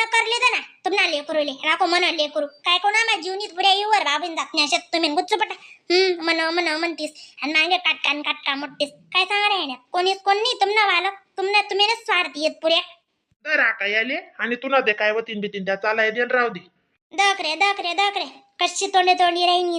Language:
Khandesi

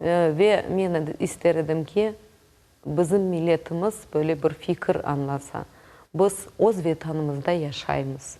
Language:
Crimean Tatar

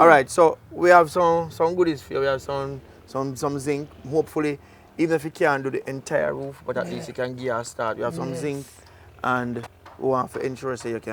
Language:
Jamaican Creole English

